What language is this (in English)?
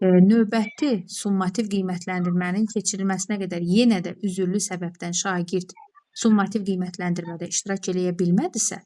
Azerbaijani